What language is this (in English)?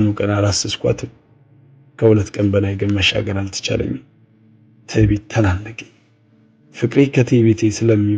Amharic